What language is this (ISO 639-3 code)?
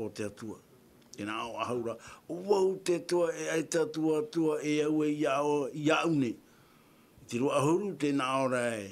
tah